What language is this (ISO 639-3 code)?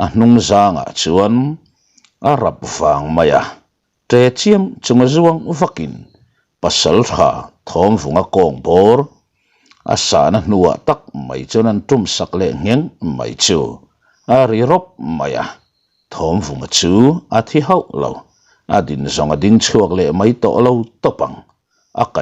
lus